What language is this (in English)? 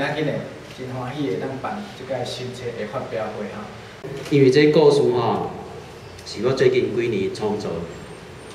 Min Nan Chinese